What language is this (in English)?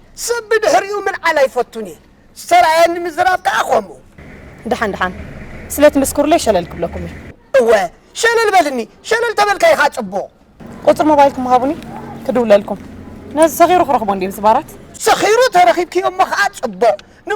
Tigrinya